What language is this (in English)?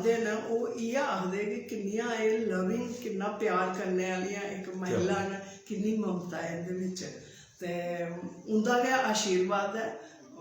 Dogri